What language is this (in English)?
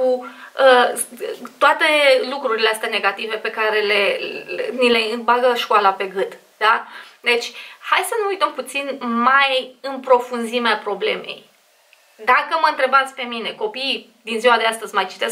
Romanian